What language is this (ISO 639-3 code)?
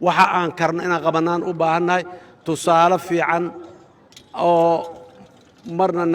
som